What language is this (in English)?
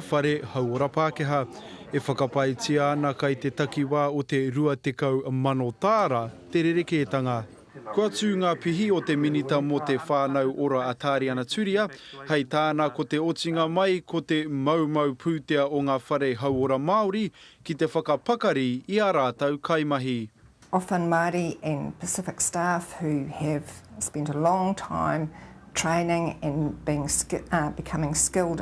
Māori